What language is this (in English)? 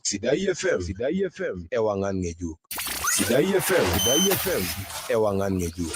Masai